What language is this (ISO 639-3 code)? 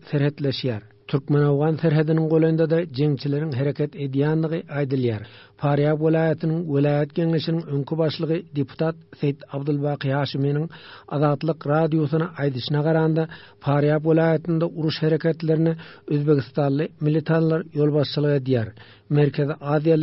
tuk